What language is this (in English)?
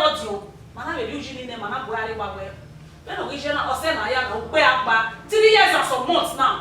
Bini